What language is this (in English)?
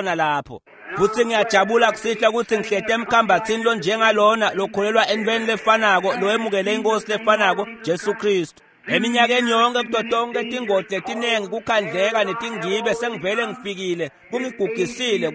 Swati